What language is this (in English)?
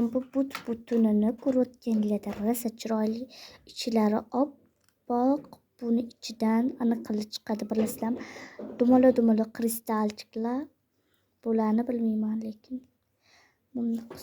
Uzbek